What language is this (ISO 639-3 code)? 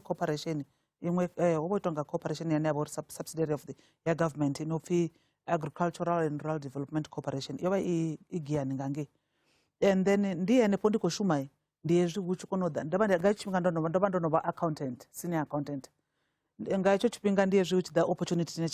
ven